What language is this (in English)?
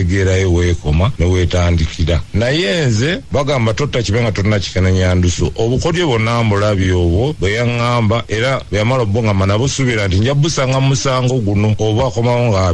Ganda